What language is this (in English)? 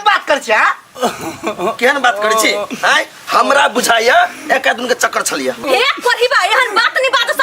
Maithili